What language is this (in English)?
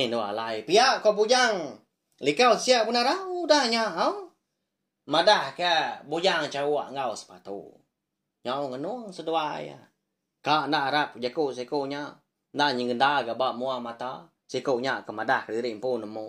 Iban